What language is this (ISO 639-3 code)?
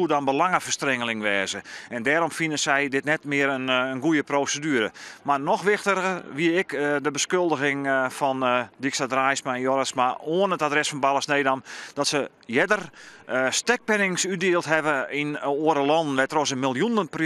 fry